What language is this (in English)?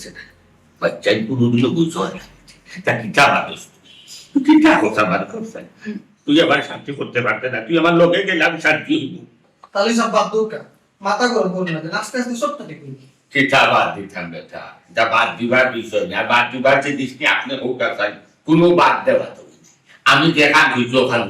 Sylheti